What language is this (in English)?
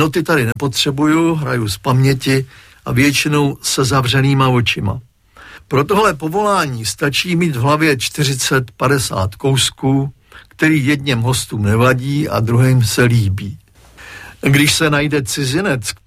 Czech